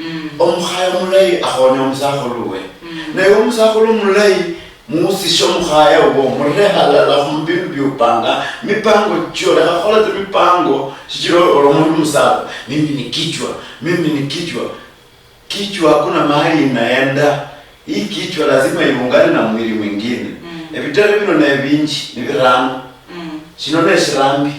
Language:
Luyia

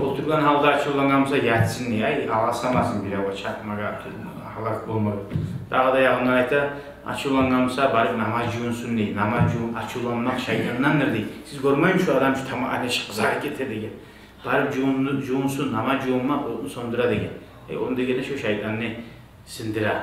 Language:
Kumyk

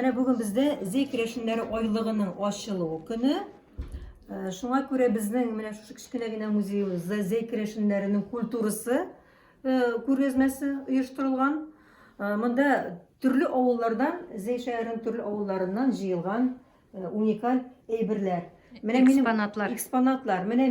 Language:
Tatar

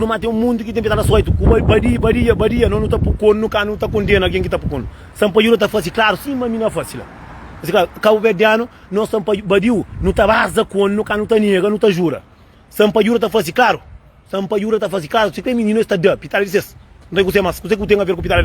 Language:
Kabuverdianu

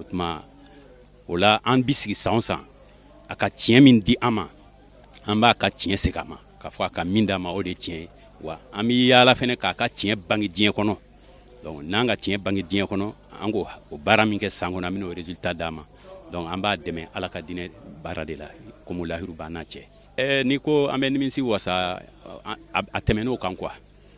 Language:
Bambara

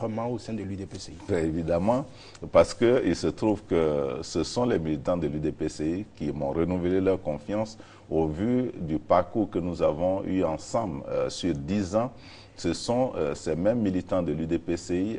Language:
French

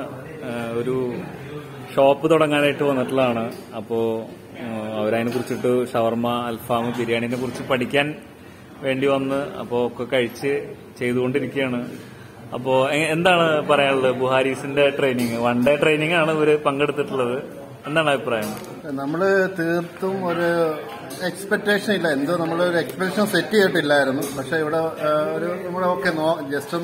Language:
Malayalam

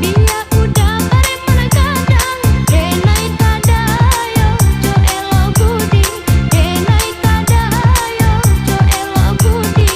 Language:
Minangkabau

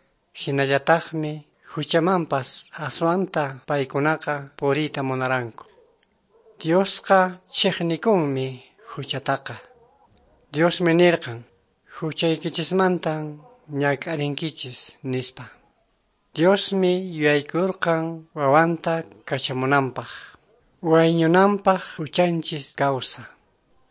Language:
Quechua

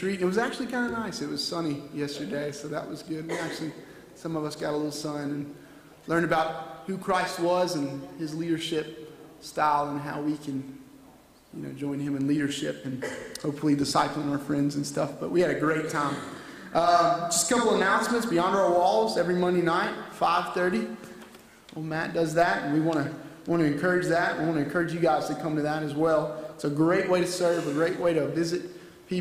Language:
English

